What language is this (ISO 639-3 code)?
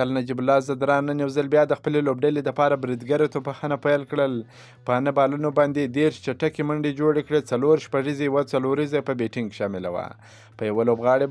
pus